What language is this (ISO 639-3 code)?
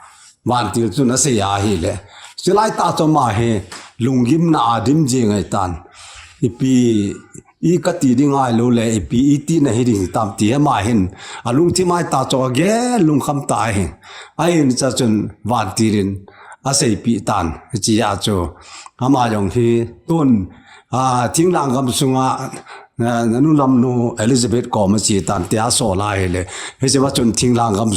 tcz